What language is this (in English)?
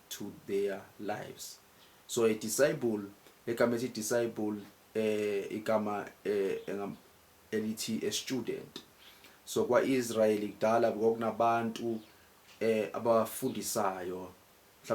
Zulu